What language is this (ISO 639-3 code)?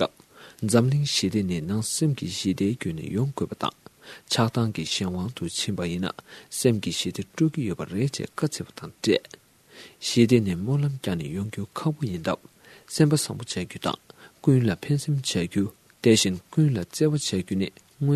bod